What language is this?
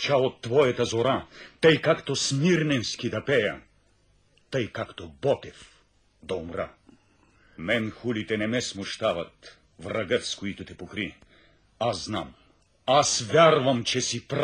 Bulgarian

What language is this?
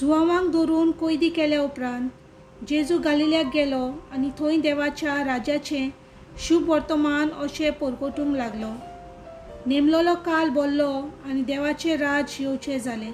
Konkani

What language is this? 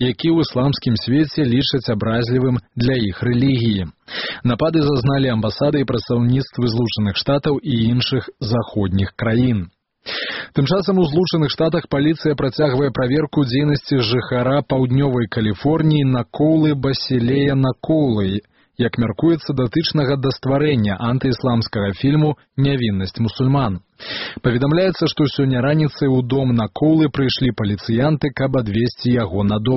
Belarusian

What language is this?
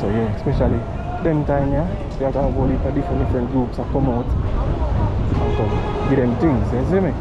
Jamaican Creole English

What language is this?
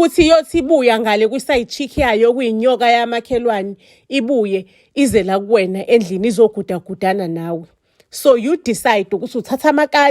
Zulu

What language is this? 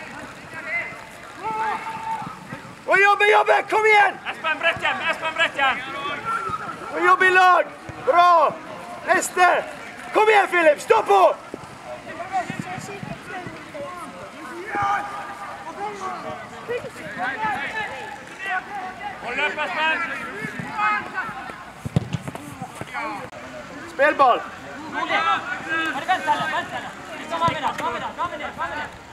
Norwegian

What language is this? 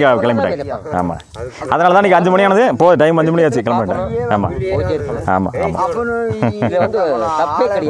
Tamil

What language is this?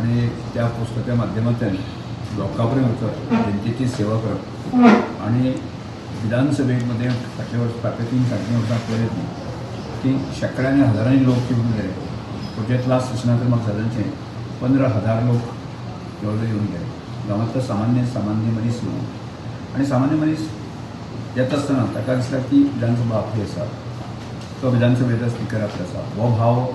Konkani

